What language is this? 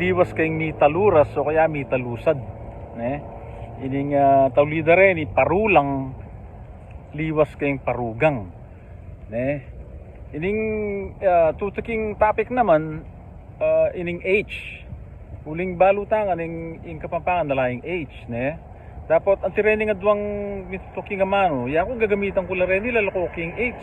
Pampanga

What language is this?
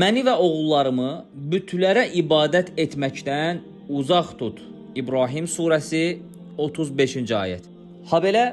Azerbaijani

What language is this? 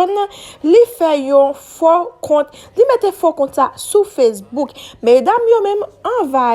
Haitian Creole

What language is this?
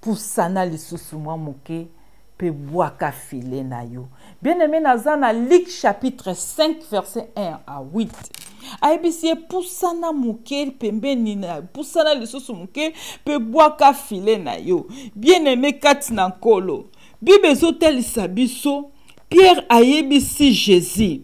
Lingala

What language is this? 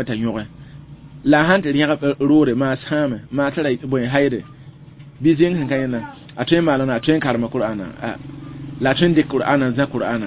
Mossi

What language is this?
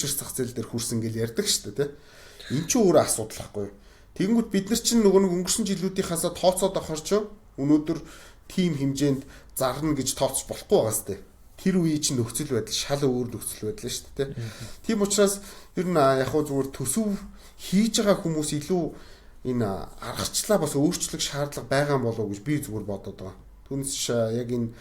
Mongolian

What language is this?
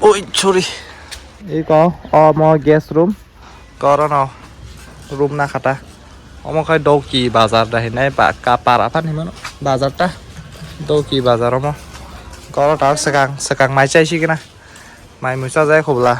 Kok Borok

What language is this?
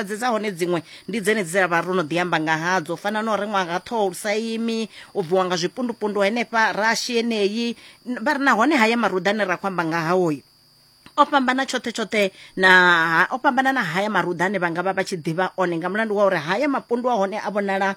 Venda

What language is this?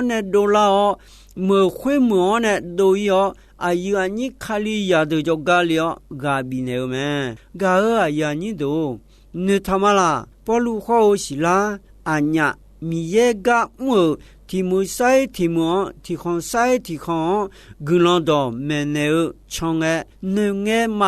Akha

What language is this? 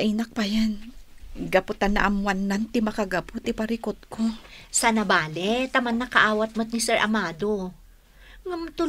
Iloko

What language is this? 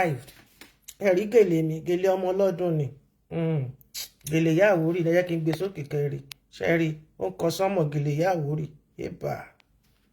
Yoruba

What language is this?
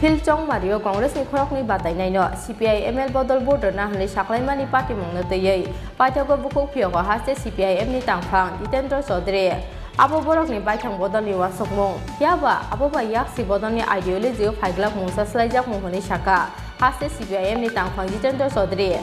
Kok Borok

